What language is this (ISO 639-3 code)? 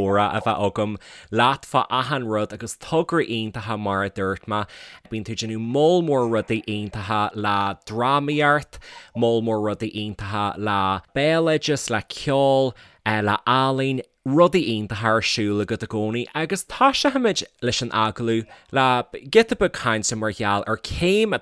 gle